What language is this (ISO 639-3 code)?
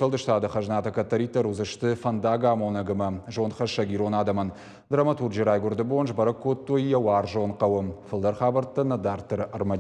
oss